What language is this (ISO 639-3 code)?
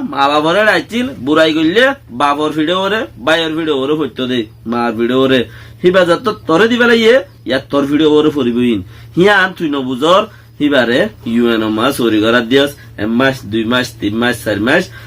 rhg